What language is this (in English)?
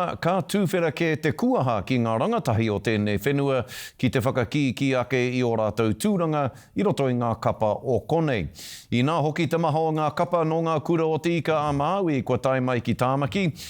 Māori